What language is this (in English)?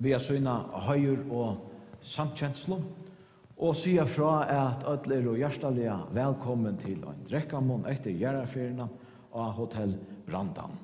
Faroese